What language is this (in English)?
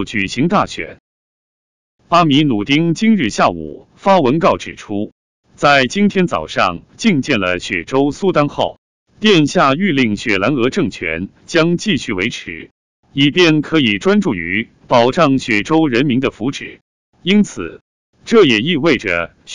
Chinese